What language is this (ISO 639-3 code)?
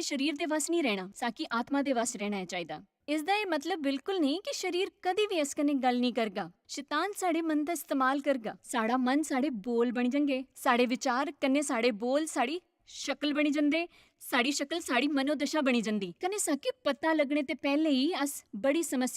doi